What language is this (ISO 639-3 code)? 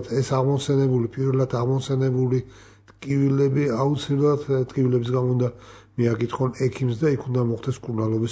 kat